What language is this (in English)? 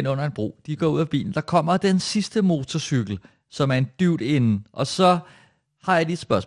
Danish